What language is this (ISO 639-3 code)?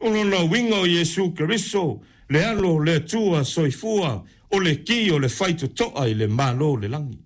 smo